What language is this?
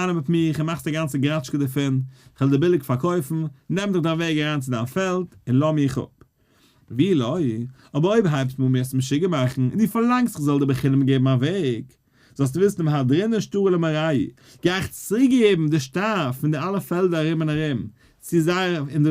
Yiddish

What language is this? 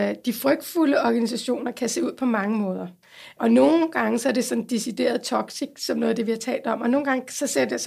Danish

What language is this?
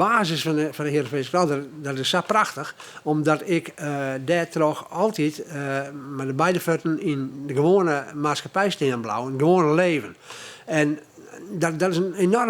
Western Frisian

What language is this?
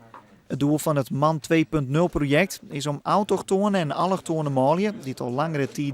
Western Frisian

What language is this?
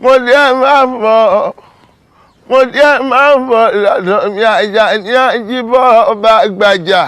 Yoruba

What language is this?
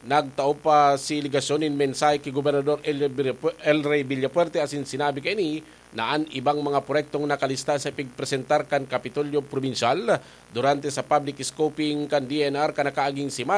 Bikol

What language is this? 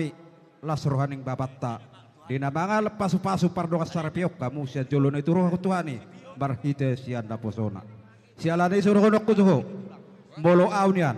Batak Toba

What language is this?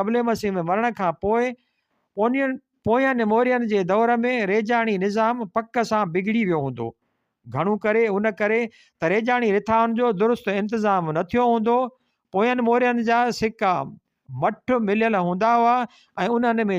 Sindhi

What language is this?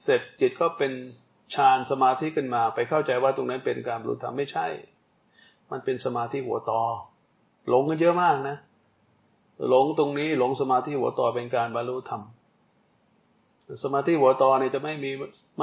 Thai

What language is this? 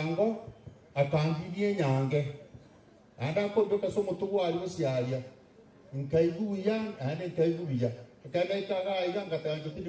Gusii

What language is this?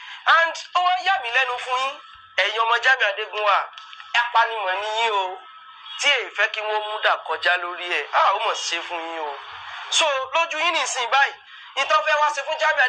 Yoruba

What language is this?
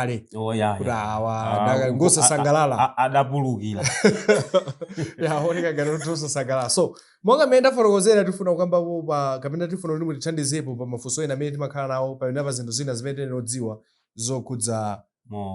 Nyanja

